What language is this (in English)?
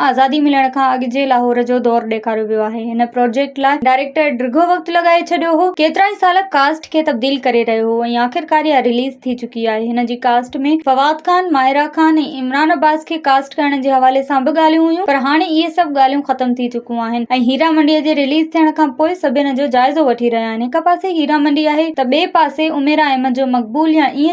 Sindhi